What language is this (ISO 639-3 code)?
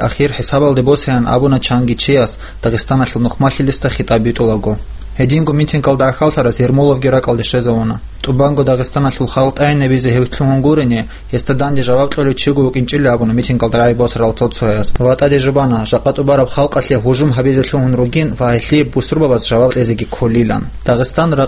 ava